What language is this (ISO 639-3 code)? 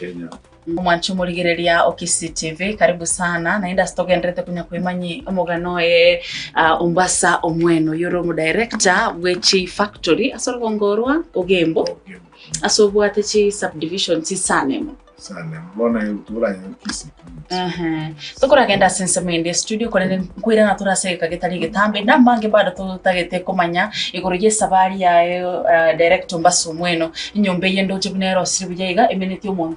guz